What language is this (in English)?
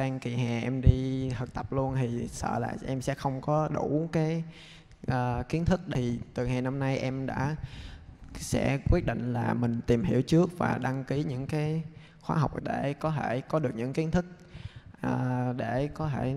Vietnamese